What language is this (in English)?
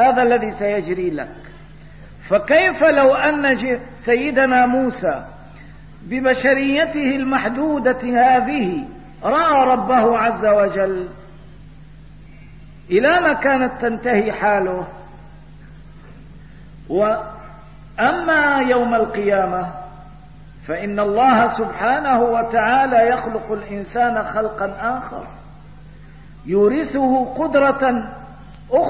Arabic